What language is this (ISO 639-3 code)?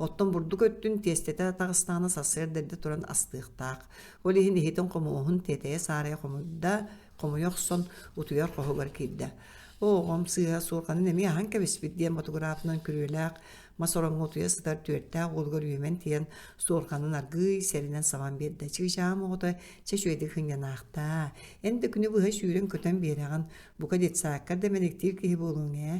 sah